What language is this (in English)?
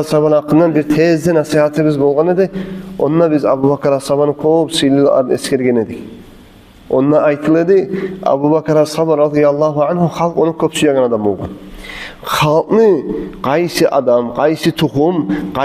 Kumyk